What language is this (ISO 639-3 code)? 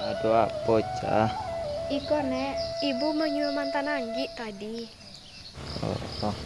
min